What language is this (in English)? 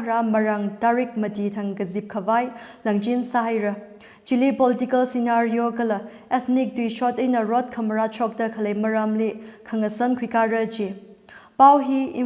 Tangkhul Naga (India)